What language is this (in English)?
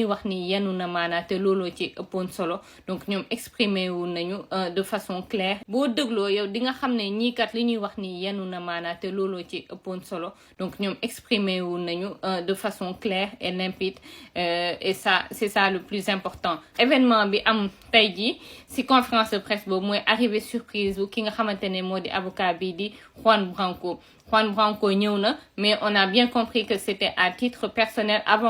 Wolof